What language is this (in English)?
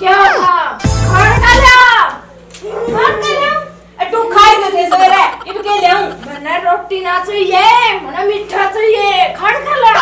Haryanvi